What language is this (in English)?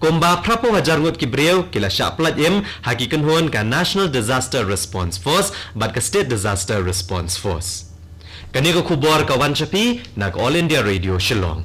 Khasi